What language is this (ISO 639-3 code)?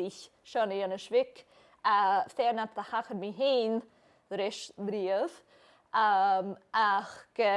gla